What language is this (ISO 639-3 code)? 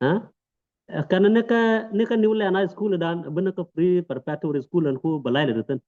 nus